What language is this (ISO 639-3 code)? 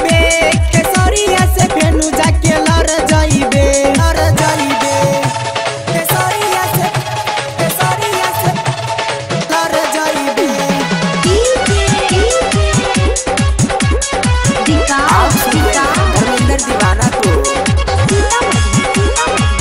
bho